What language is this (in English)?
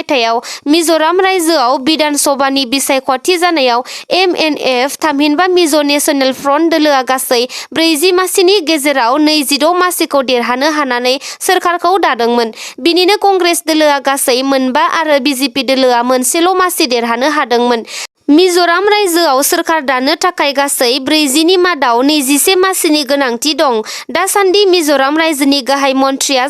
Bodo